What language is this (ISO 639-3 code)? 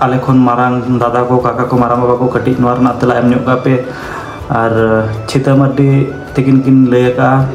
sat